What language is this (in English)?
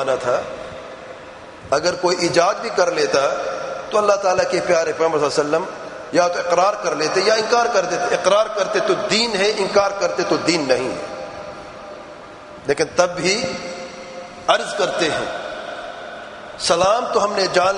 Urdu